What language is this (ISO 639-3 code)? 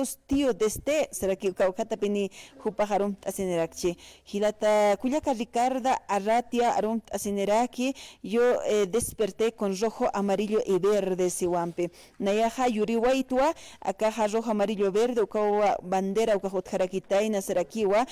aym